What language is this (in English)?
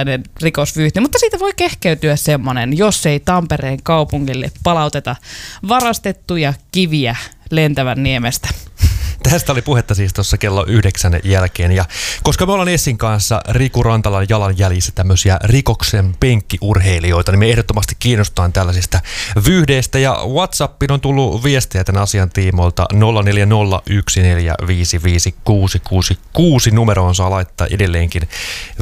Finnish